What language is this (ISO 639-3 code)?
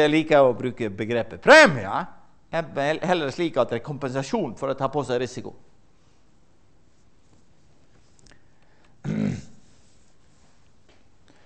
nor